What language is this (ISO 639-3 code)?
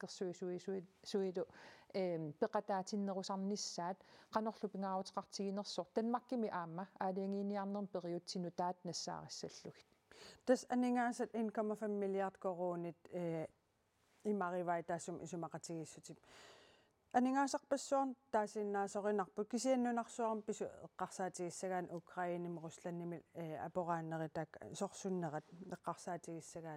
kal